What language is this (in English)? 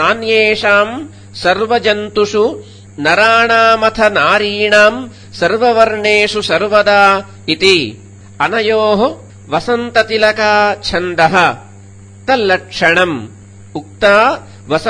Sanskrit